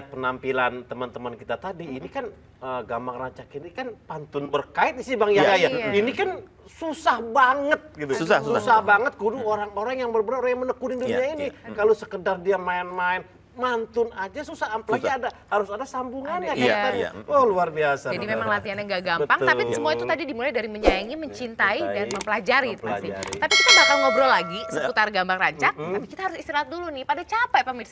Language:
Betawi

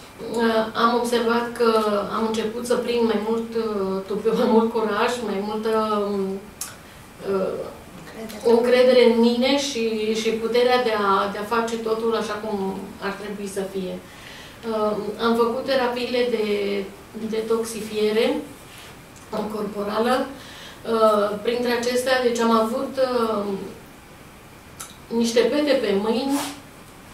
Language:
Romanian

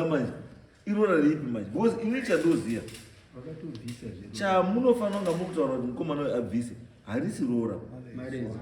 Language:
Shona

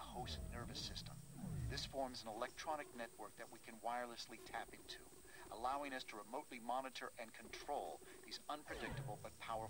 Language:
English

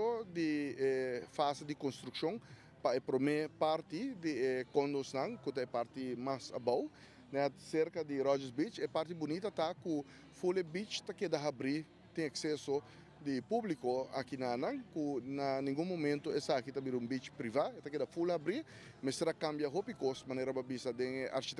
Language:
Papiamento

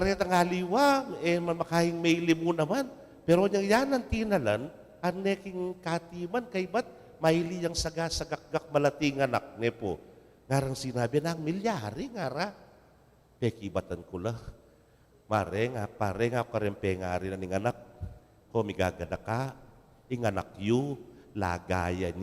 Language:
Pampanga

